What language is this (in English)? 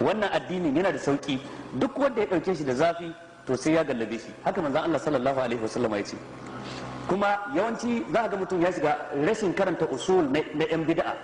Hausa